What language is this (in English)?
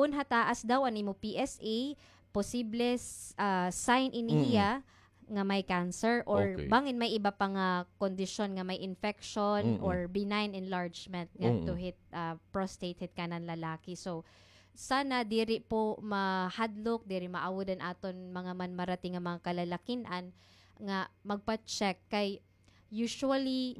Waray